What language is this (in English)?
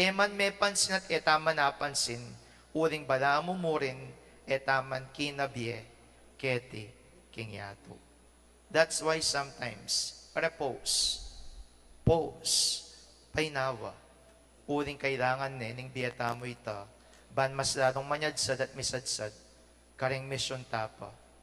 Pampanga